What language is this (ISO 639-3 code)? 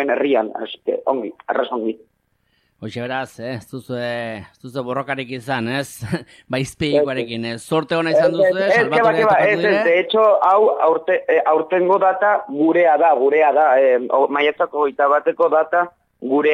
eus